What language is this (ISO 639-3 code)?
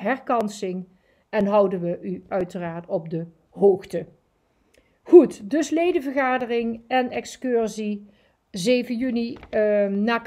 nld